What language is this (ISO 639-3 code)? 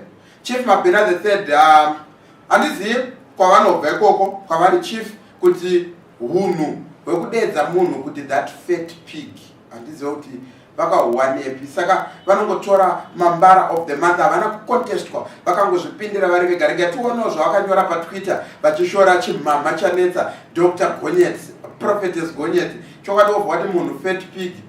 sna